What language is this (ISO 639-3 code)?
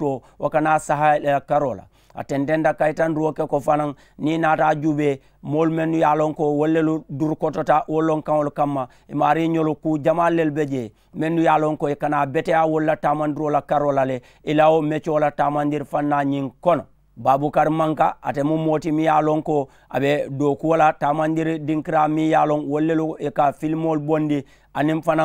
man